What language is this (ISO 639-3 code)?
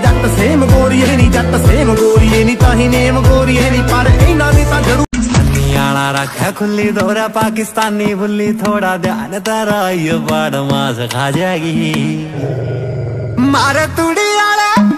pan